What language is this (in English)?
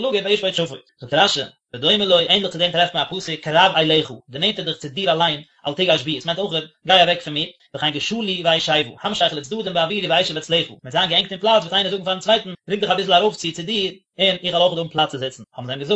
Yiddish